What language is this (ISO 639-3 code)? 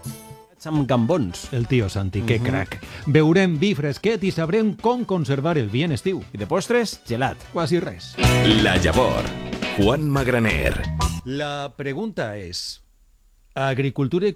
cat